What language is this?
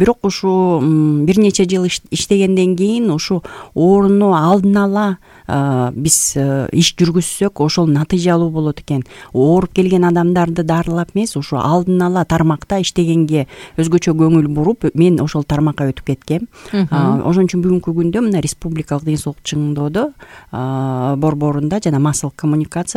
Kyrgyz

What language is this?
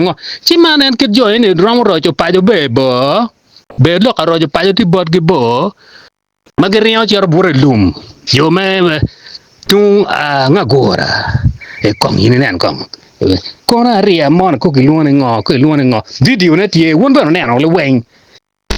Acoli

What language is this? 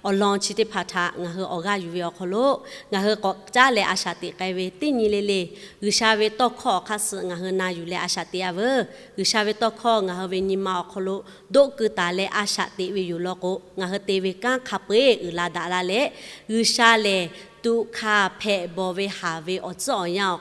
Lahu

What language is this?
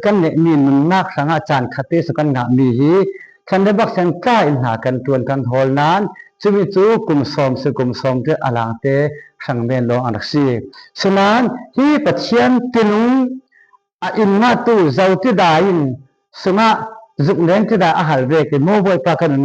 Falam Chin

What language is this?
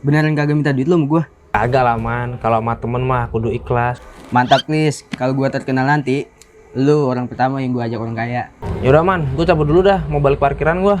Betawi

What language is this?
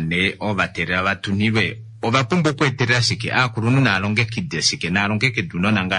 Kuanyama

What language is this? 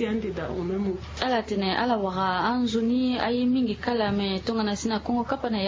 Sango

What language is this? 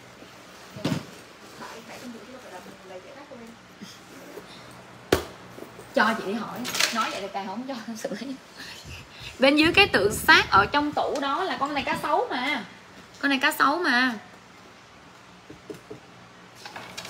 Vietnamese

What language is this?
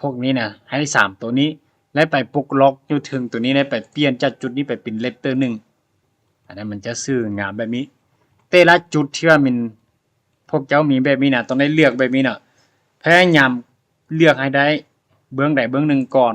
Lao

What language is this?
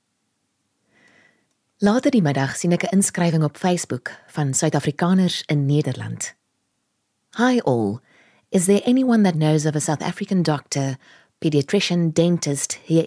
Afrikaans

